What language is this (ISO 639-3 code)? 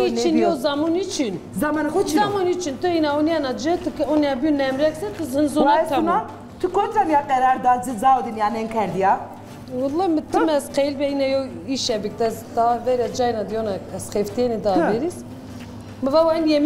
zza